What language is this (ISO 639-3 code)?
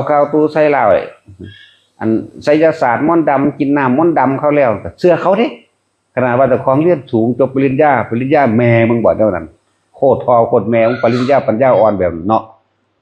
tts